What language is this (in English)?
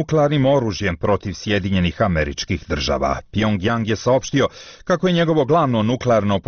Bosnian